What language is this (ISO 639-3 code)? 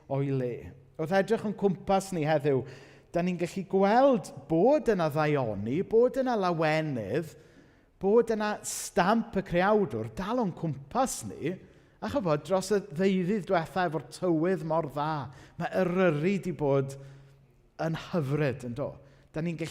cym